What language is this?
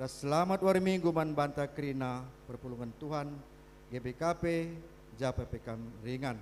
Batak Karo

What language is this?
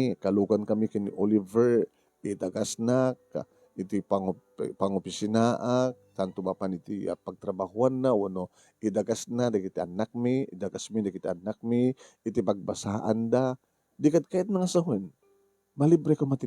Iloko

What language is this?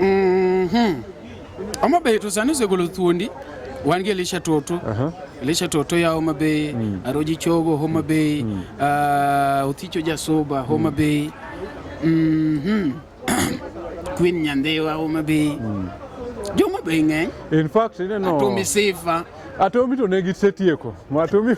Luo (Kenya and Tanzania)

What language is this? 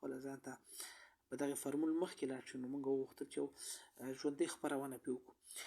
Pashto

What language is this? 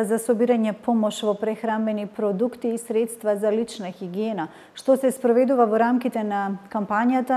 Macedonian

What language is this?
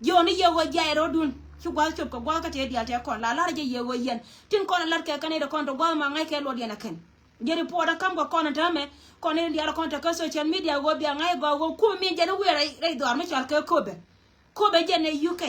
Nuer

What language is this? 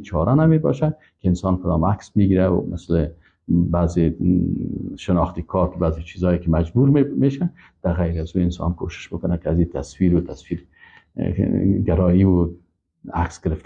Persian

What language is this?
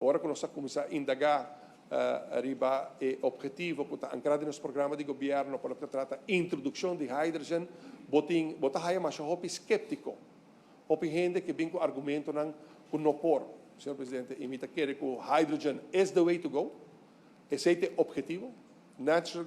Papiamento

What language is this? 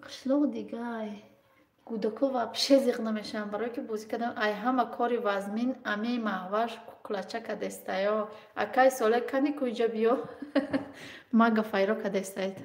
Tajik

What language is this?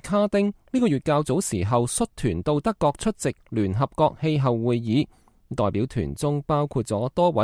Cantonese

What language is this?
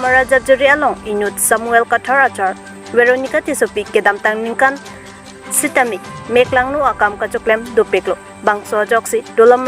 Karbi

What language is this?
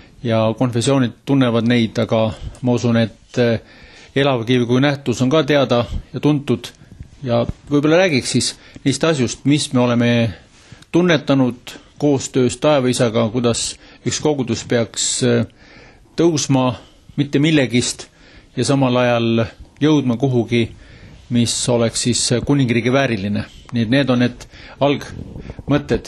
Estonian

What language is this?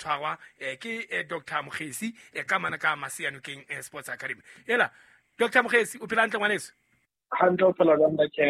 Southern Sotho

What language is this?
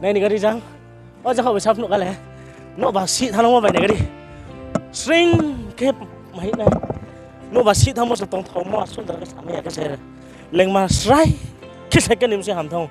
Riang (India)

